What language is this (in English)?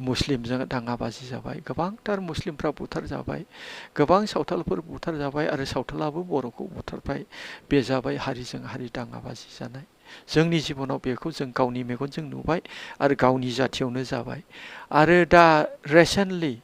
Bodo